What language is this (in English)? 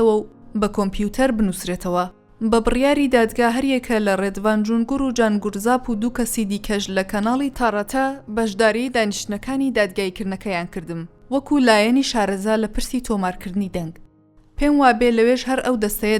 Central Kurdish